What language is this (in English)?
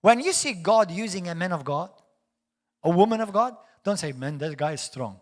English